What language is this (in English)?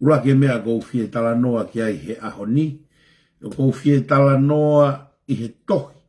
Tongan